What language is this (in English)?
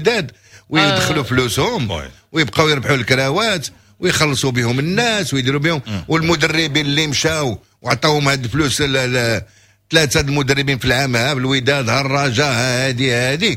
Moroccan Arabic